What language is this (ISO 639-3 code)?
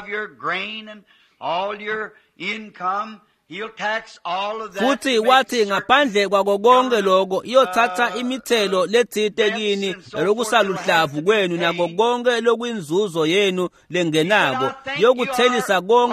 ssw